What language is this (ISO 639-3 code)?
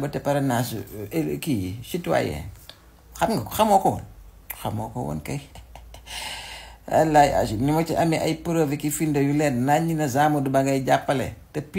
wol